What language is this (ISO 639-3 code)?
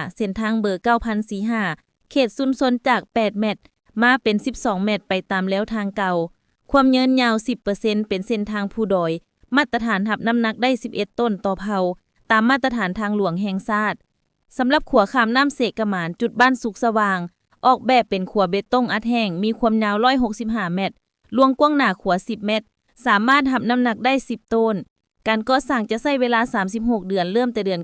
lao